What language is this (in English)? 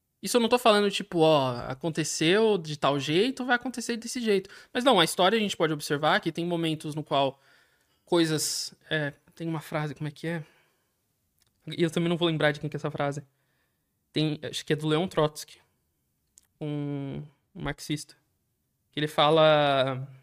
Portuguese